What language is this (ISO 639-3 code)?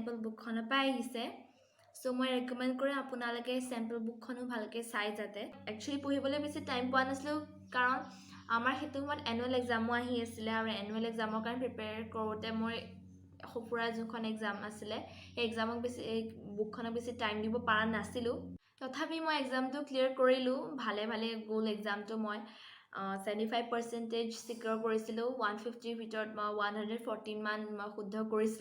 asm